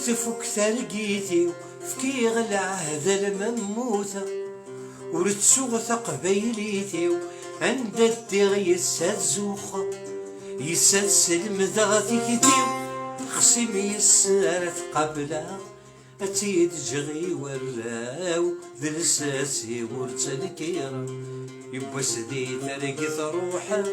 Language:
Kabyle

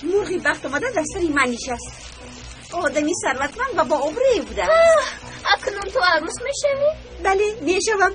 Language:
Tajik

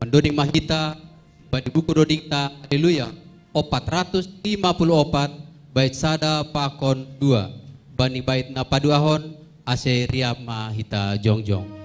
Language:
Batak Simalungun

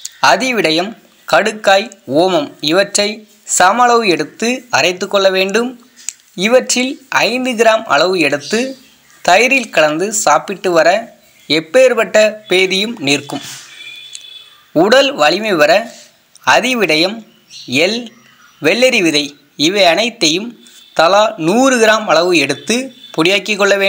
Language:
Tamil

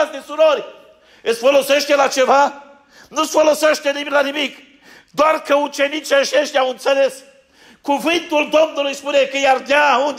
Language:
Romanian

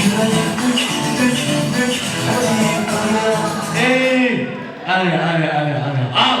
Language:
Kara-Kalpak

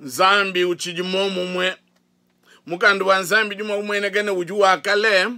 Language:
Luba-Lulua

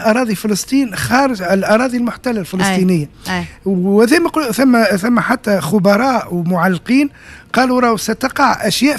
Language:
Tunisian Arabic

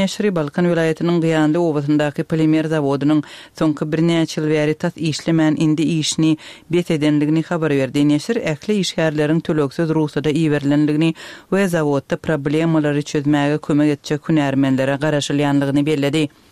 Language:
Turkmen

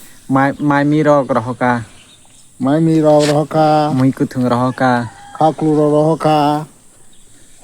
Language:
Kok Borok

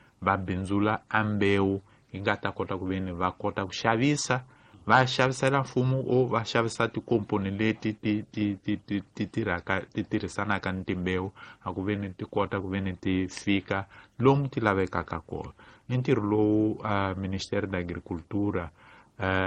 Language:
Tsonga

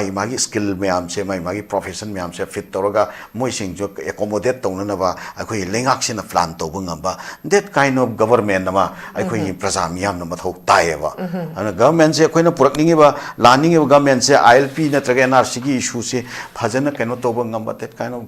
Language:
Manipuri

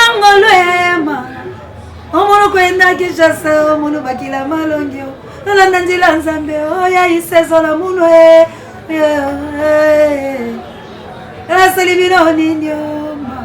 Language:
Lingala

